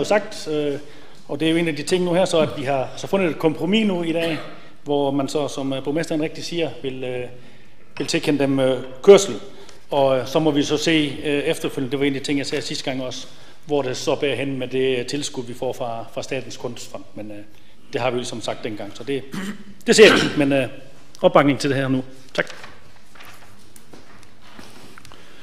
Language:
Danish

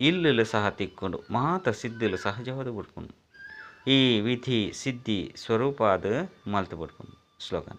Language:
Tulu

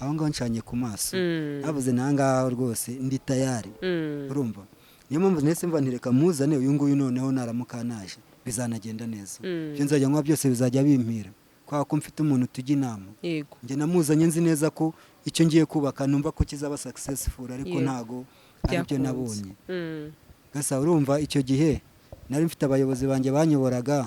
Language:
Kinyarwanda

